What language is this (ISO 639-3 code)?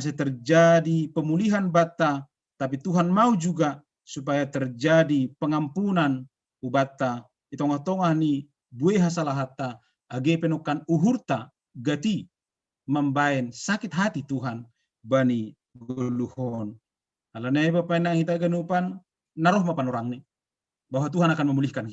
bts